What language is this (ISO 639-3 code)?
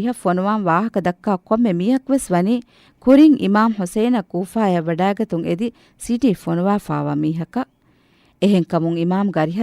div